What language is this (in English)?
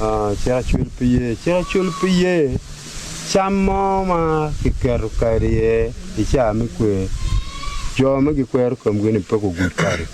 Acoli